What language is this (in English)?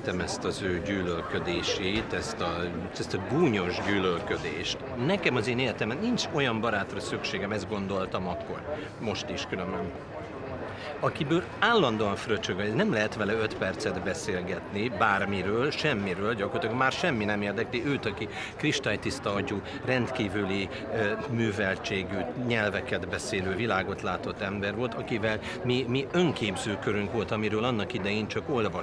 Hungarian